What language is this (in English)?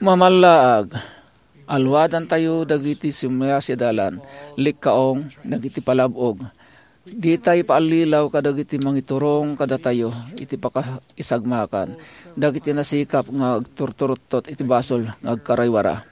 Iloko